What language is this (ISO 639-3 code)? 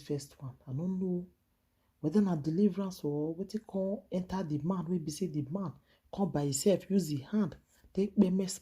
pcm